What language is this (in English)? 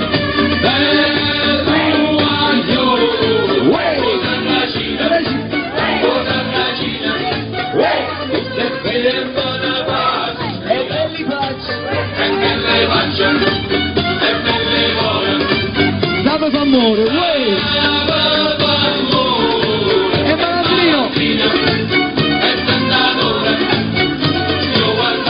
Italian